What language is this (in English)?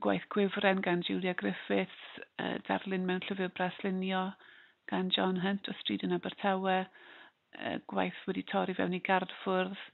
Welsh